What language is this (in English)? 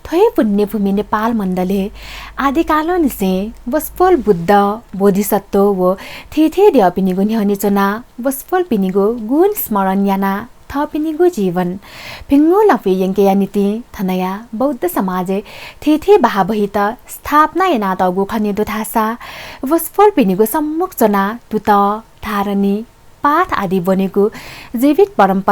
Newari